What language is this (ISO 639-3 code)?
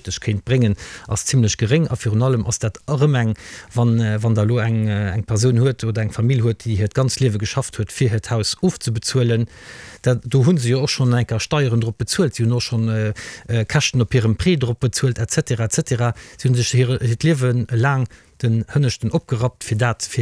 ltz